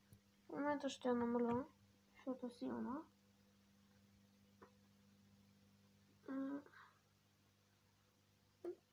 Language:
Bulgarian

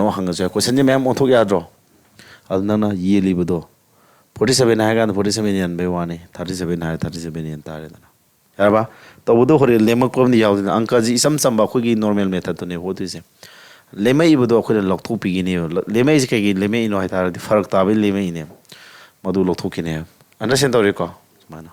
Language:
Manipuri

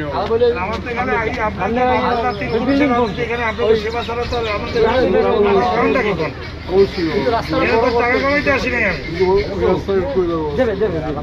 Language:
Bangla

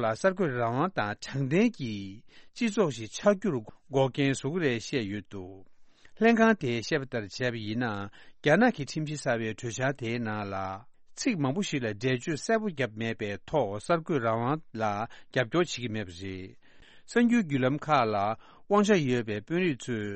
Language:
Tibetan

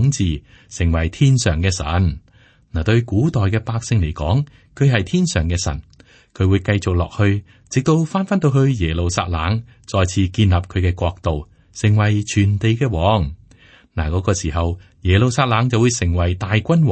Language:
Cantonese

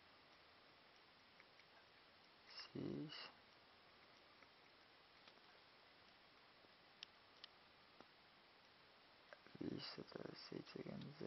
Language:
Estonian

